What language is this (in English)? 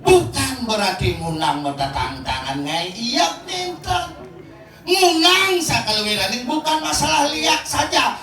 Balinese